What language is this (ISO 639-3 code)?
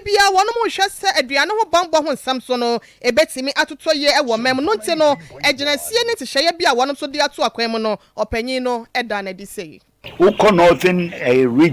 aka